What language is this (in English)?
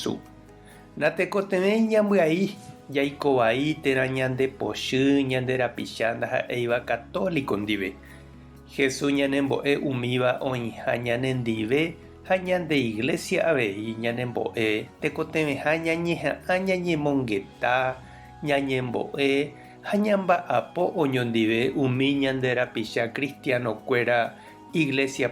Guarani